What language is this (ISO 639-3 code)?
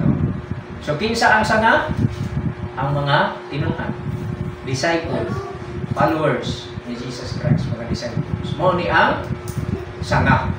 ceb